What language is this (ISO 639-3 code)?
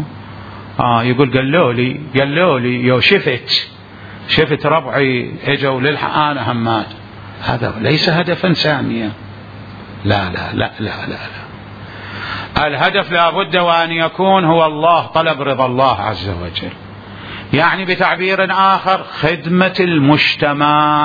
acm